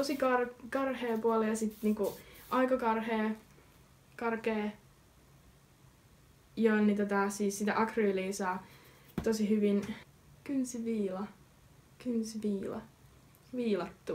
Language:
Finnish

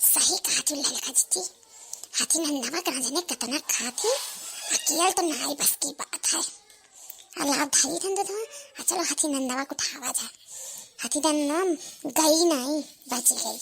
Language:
Awadhi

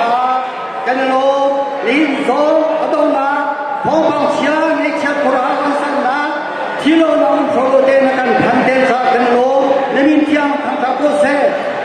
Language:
Hakha Chin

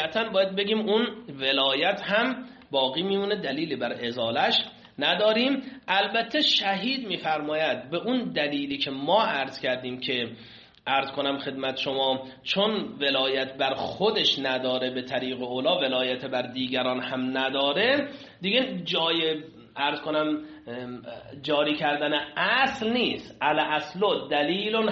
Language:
Persian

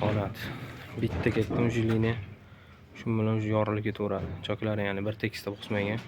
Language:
Uzbek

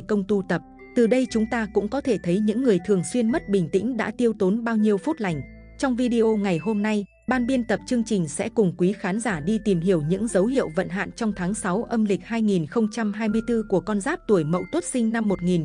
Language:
Vietnamese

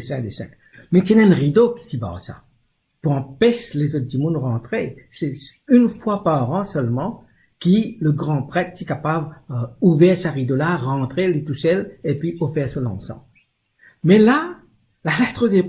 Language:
Morisyen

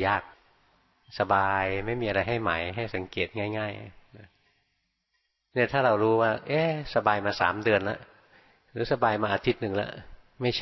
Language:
Thai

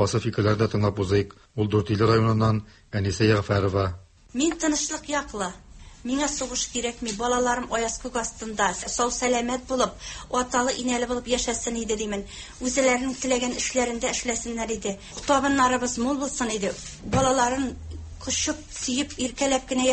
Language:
Tatar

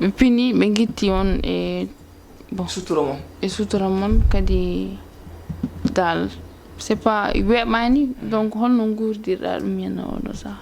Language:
Fula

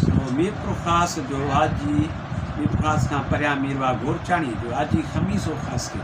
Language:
Sindhi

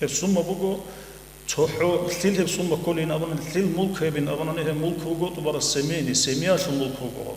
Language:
Avaric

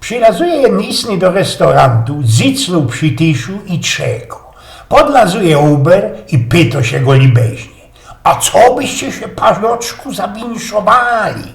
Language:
Silesian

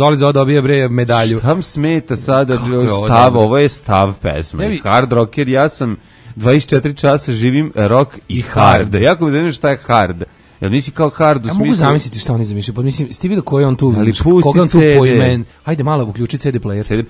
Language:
Serbian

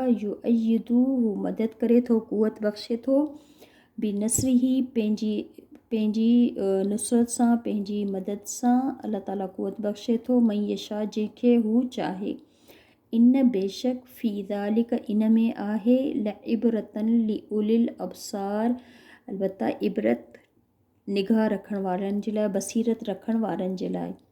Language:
Sindhi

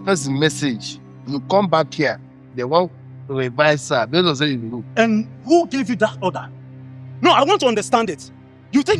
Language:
Nigerian Pidgin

